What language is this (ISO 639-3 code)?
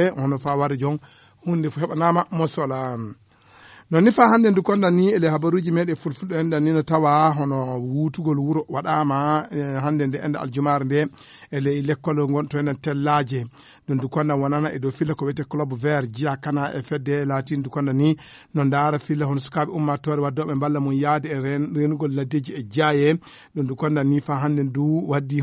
ful